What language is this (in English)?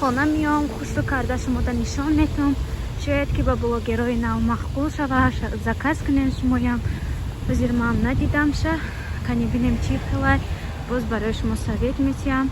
Tajik